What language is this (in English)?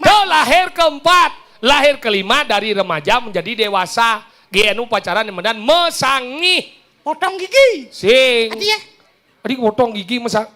Balinese